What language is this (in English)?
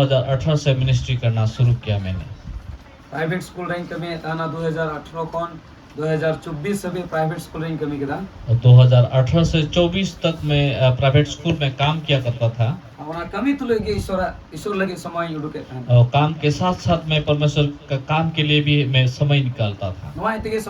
Santali